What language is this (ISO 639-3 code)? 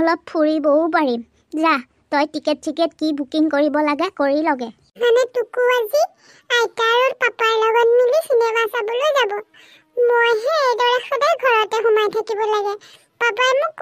asm